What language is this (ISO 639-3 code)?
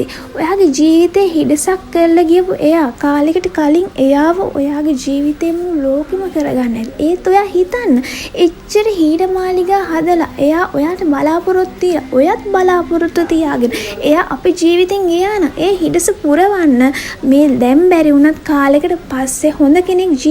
sin